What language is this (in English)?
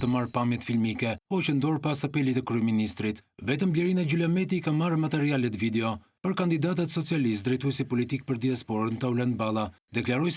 Albanian